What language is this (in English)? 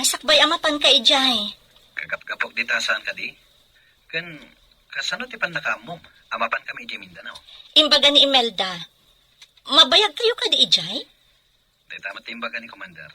Iloko